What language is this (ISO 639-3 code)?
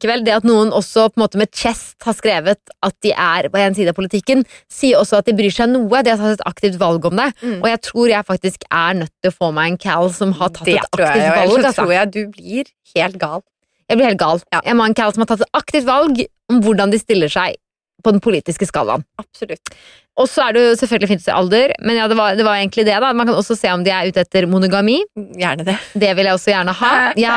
nor